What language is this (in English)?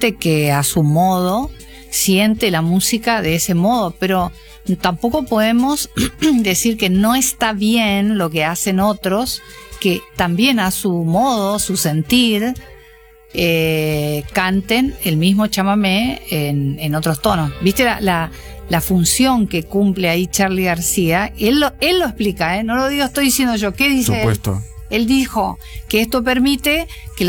Spanish